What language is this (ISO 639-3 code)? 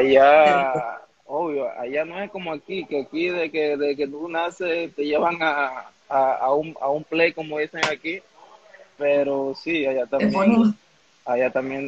spa